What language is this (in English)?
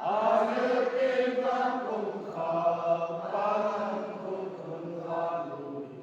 Paite Chin